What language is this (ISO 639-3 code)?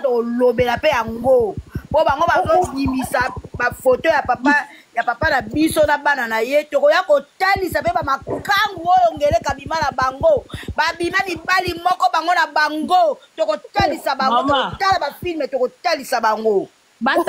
lin